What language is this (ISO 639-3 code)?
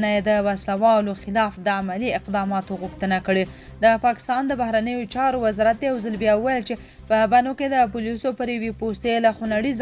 pus